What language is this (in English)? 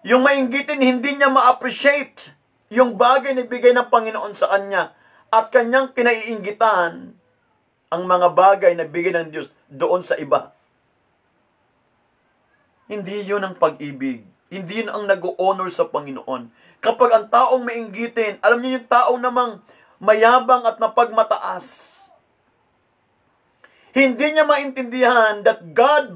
Filipino